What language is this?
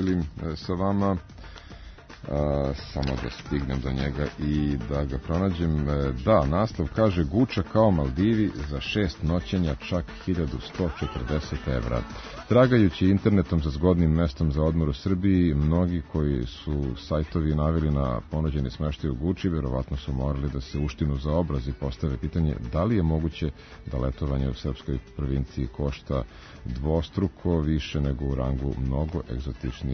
Serbian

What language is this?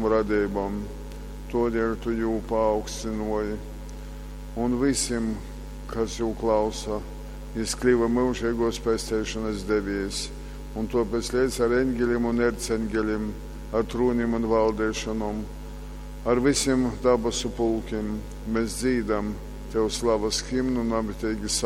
Latgalian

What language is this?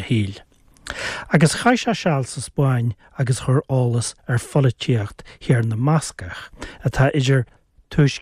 Irish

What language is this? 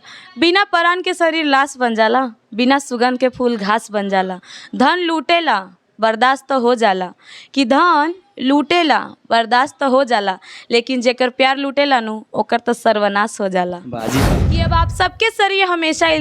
Bhojpuri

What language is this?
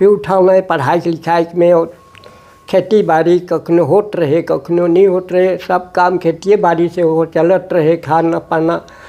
Sadri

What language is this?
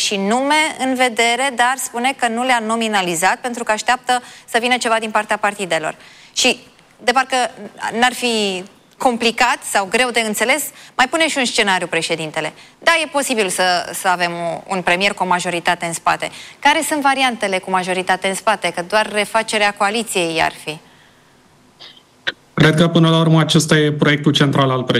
Romanian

